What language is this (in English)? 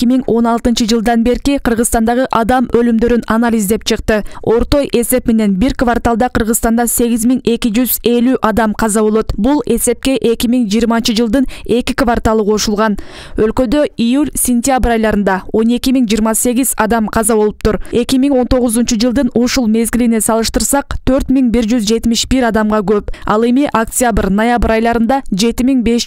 Kyrgyz